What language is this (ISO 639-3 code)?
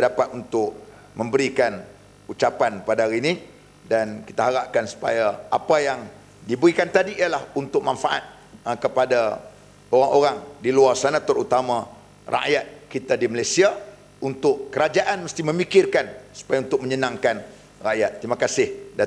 msa